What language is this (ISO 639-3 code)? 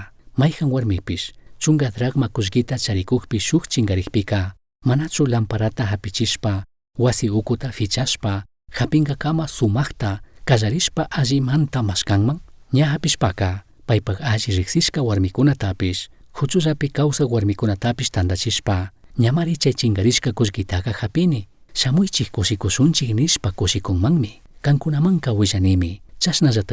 qug